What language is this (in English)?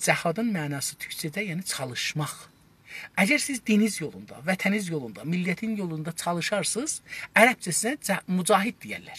South Azerbaijani